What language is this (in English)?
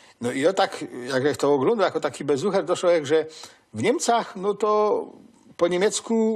Silesian